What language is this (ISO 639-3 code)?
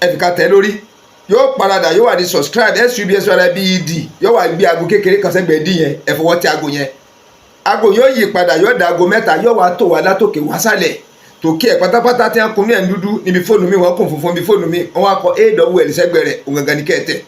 yor